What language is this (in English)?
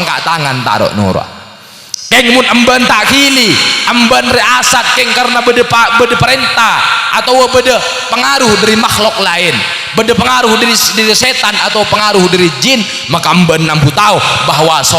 Madurese